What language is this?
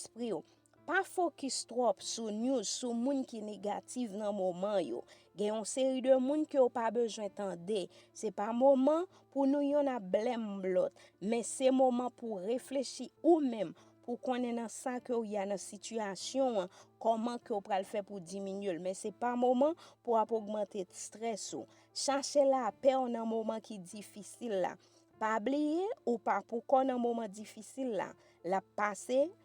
Haitian Creole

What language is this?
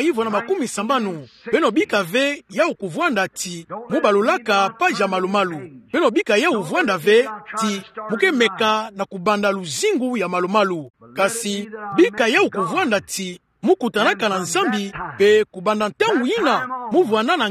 Kituba (Democratic Republic of Congo)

